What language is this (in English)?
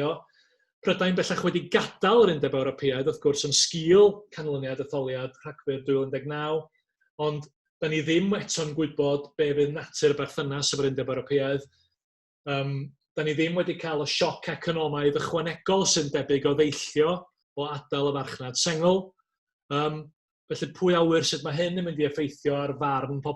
Welsh